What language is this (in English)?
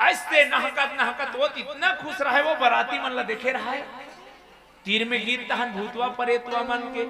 Chhattisgarhi